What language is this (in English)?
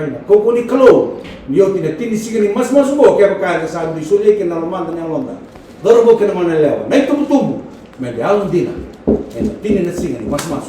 Fijian